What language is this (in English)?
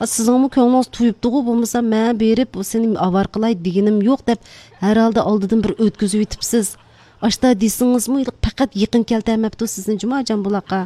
Uyghur